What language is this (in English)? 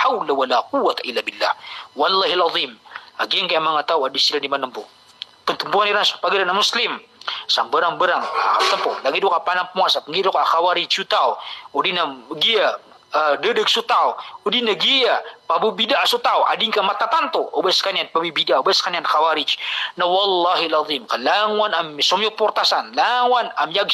Maranao